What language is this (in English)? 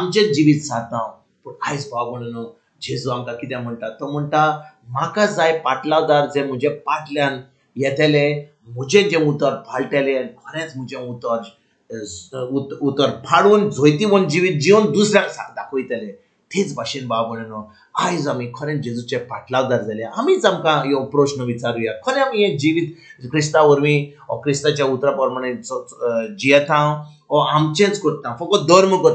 Konkani